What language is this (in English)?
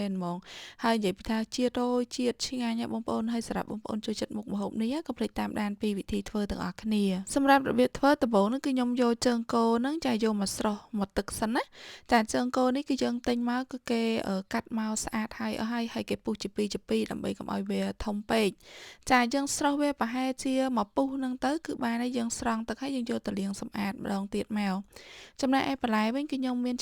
Khmer